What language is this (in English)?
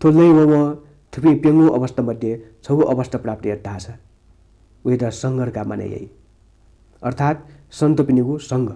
Newari